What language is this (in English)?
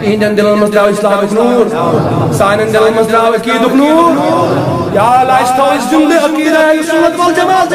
Kashmiri